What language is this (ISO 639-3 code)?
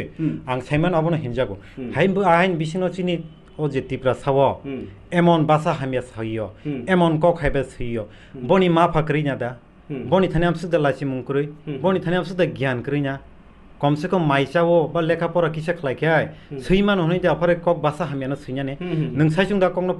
trp